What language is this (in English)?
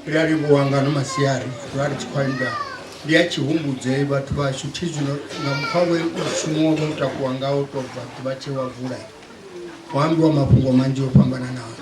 Venda